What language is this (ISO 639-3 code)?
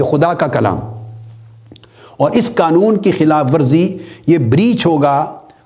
urd